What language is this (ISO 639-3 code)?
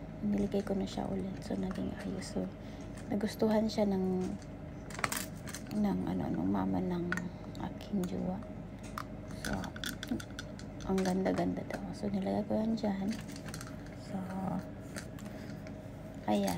fil